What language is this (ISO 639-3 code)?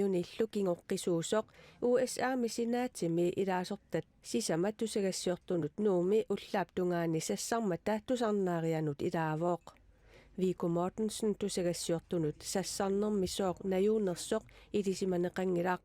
kal